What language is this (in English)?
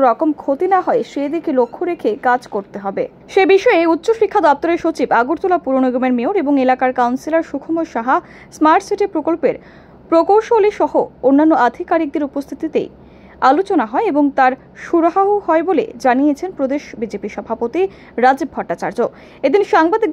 Bangla